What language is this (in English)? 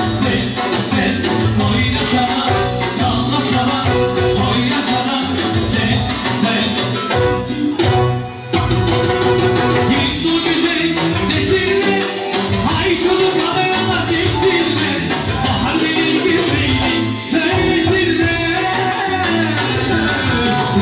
Turkish